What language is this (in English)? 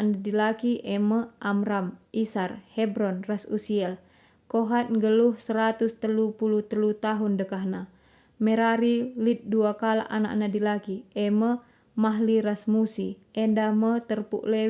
Batak Karo